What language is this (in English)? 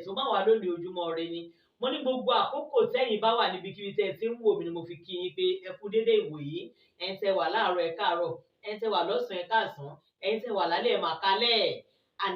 Yoruba